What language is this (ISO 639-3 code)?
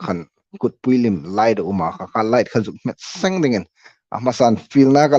hmr